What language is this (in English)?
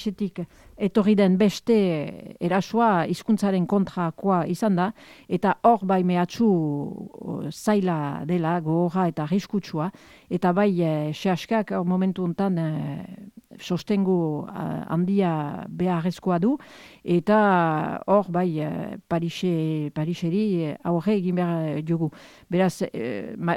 Basque